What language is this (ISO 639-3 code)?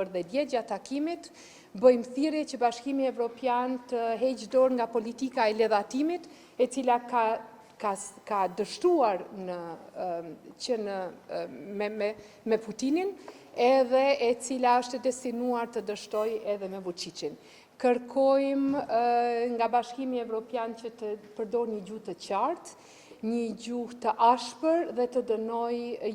sqi